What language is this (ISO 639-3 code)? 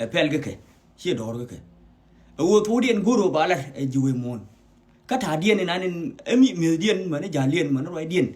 nus